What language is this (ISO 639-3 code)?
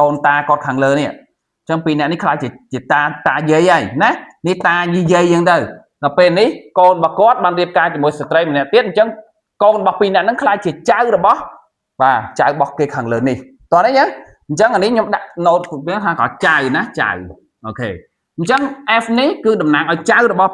khm